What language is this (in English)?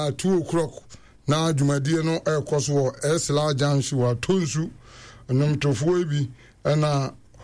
Akan